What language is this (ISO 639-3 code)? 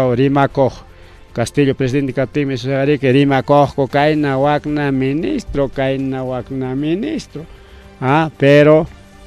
quy